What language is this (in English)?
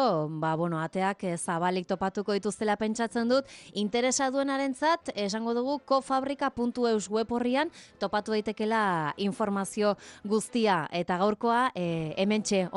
Basque